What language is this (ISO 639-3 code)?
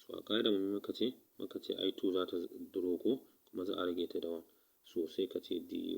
hau